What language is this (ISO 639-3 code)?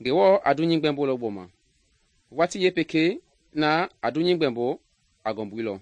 men